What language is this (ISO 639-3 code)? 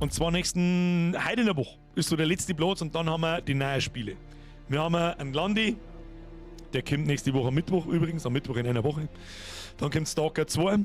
bar